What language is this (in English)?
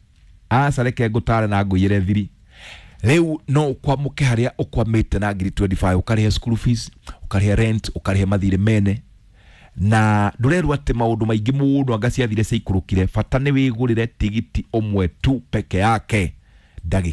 Kikuyu